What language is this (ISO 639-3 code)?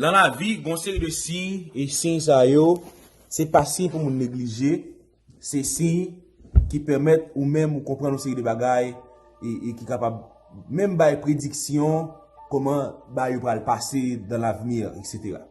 hat